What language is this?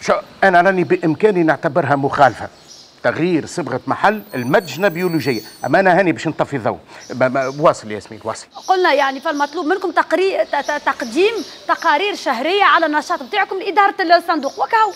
Tunisian Arabic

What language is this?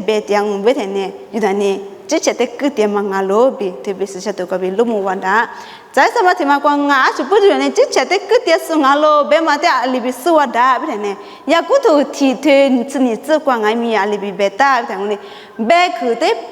Lisu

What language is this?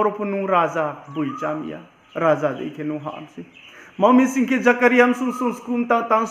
Riang (India)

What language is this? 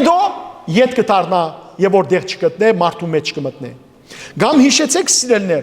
Western Armenian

